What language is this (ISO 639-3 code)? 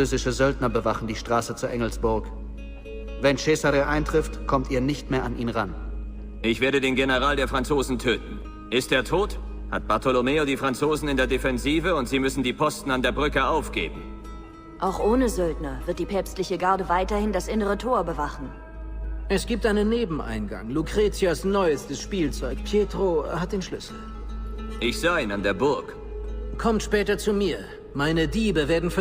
bar